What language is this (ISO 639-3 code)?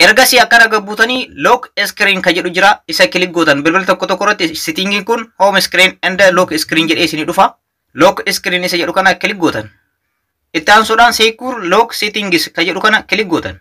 orm